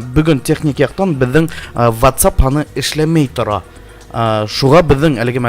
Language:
Bashkir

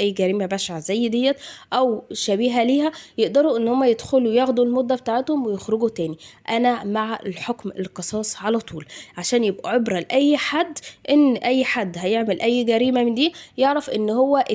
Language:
Egyptian Arabic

